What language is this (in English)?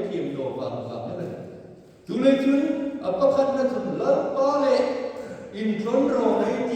Hmar